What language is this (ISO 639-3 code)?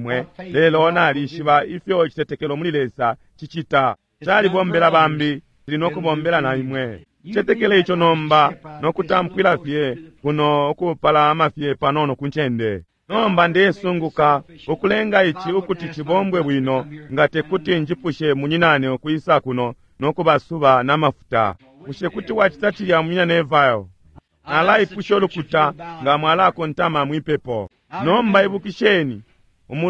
bem